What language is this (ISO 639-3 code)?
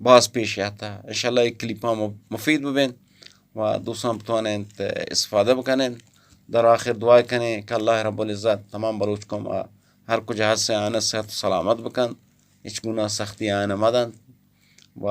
bgp